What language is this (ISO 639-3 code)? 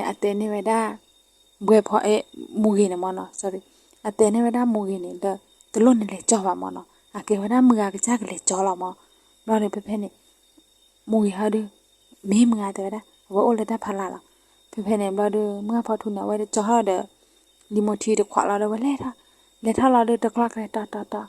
ksw